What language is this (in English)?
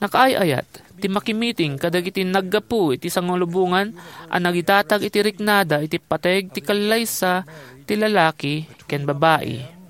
Iloko